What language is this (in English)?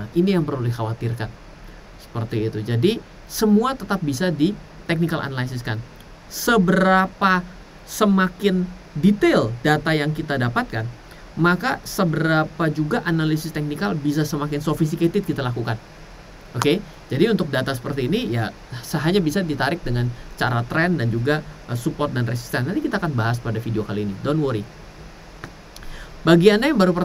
Indonesian